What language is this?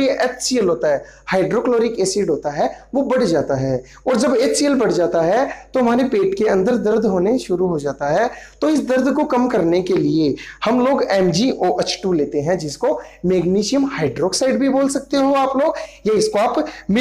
Hindi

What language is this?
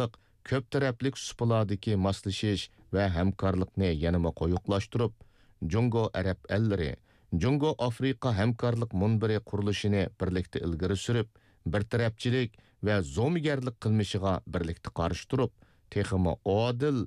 Uyghur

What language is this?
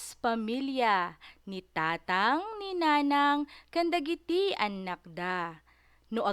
Iloko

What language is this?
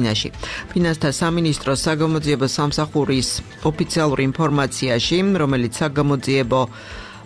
Georgian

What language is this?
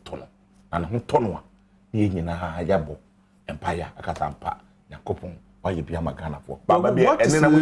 Akan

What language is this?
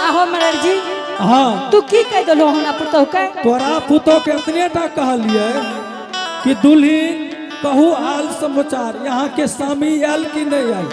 Angika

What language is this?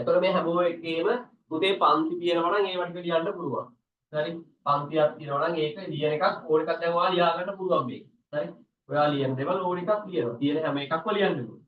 Sinhala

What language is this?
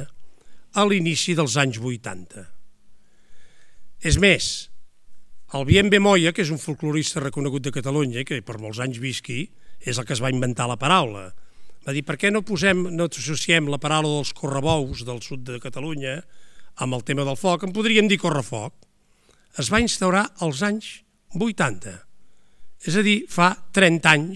Catalan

